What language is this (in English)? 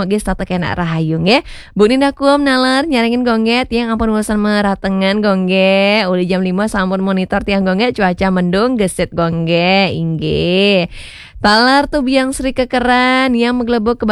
Balinese